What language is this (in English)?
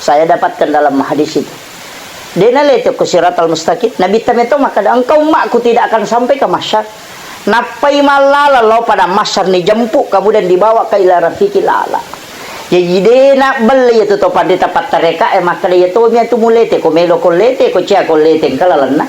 Buginese